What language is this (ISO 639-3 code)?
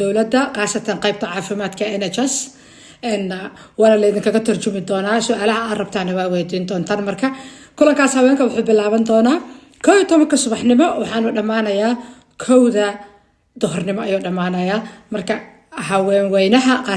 som